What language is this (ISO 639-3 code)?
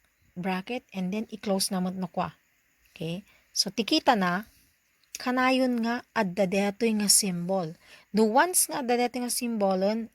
ilo